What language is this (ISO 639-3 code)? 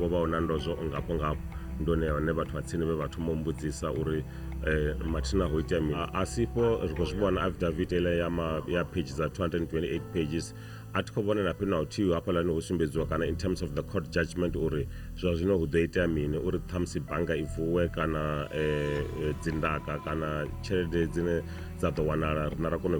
ven